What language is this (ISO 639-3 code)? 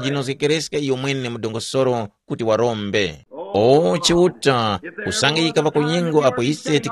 tum